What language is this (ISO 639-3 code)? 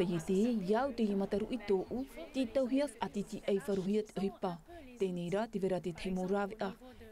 tah